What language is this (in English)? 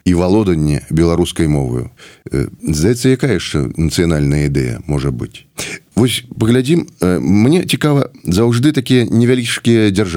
Belarusian